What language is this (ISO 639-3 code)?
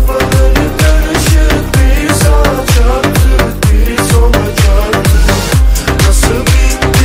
tur